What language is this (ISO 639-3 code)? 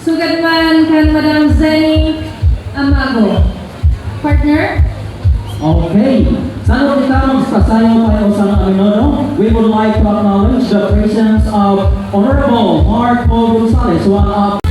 war